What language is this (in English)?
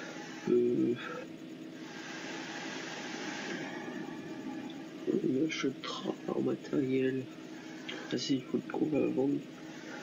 French